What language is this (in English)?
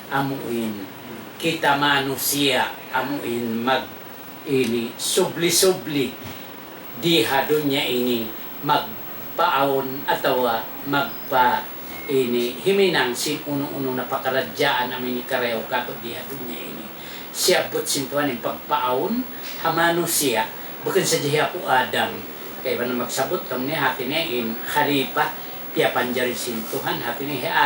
Tausug